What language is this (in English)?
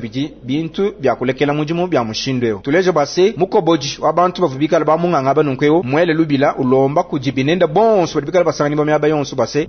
Luba-Lulua